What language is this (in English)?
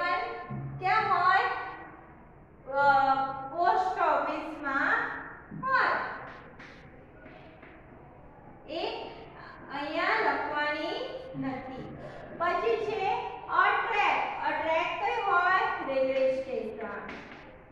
Gujarati